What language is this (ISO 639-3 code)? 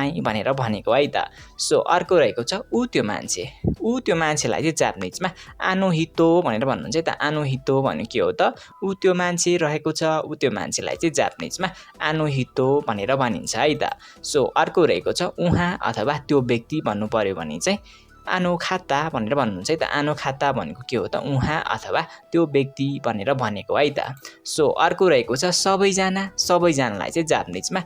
nep